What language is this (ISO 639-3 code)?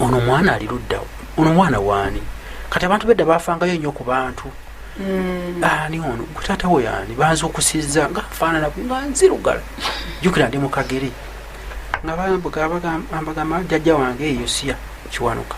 lug